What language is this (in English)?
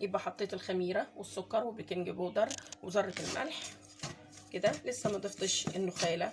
Egyptian Arabic